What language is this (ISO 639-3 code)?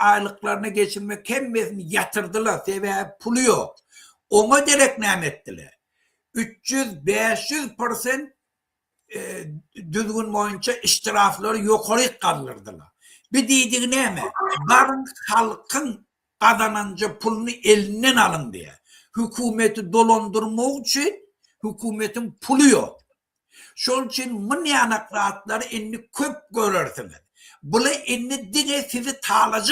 tuk